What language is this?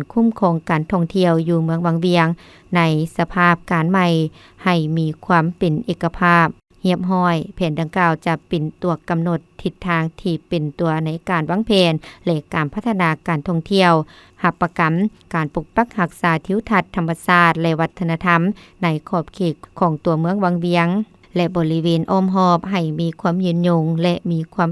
Lao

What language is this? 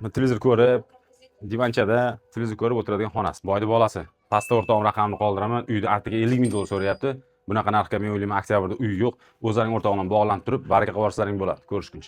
Uzbek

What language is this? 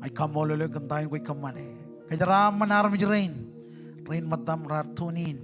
Marshallese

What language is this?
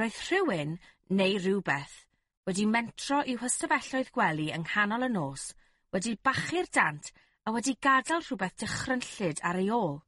Welsh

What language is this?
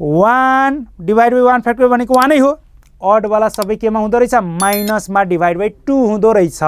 Nepali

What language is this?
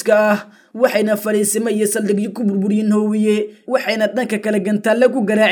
Somali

